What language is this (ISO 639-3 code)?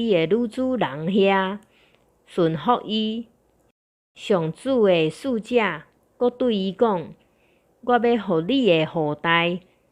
nan